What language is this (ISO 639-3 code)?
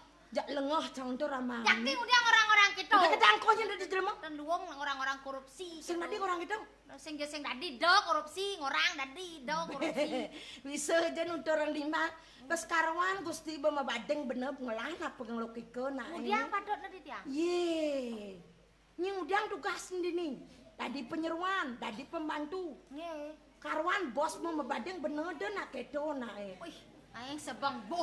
ban